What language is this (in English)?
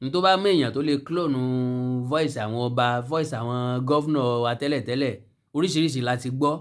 Yoruba